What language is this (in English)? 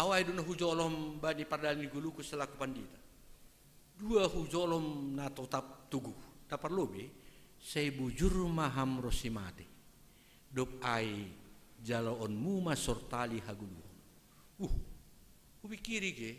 Batak Simalungun